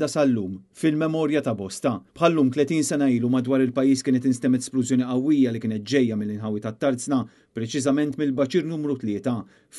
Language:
Maltese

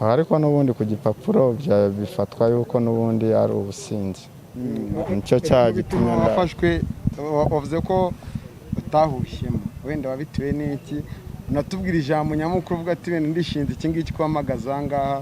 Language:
Kinyarwanda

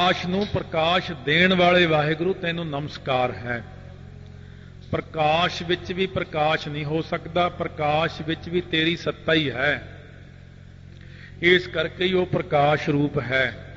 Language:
Punjabi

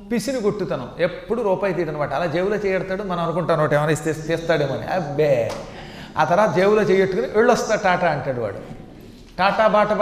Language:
Telugu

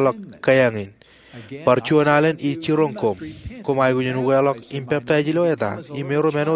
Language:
Marshallese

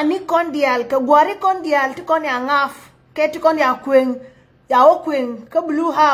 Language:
Nuer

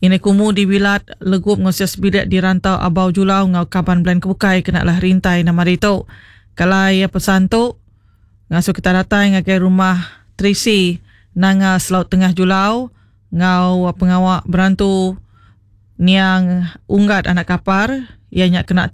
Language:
Iban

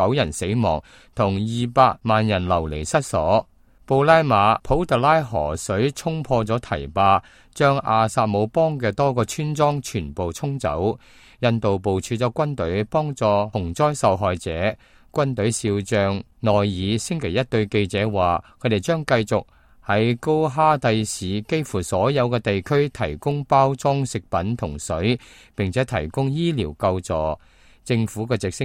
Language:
Cantonese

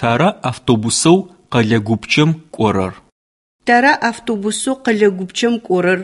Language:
Adyghe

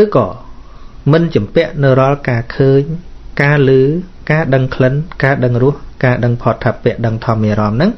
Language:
Khmer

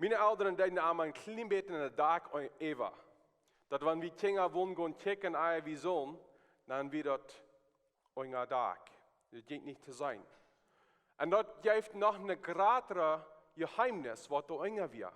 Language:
Plautdietsch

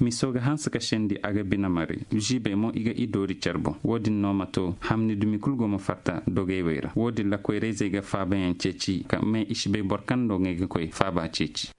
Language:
Zarma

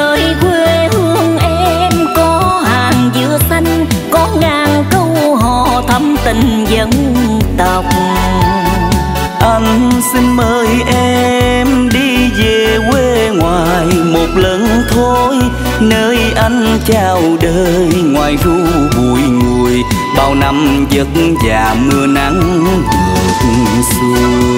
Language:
Vietnamese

